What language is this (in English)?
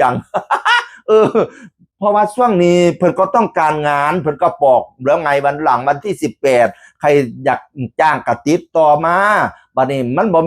Northeastern Thai